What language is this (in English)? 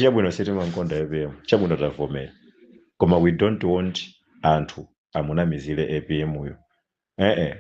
Nyanja